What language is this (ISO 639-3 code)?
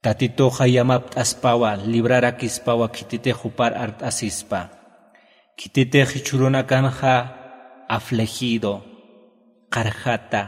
aym